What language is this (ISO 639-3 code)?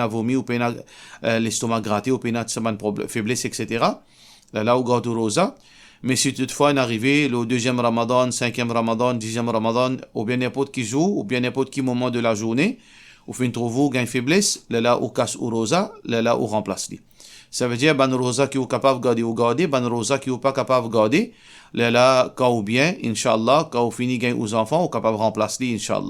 mfe